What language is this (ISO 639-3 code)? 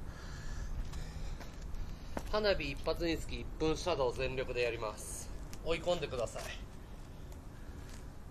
jpn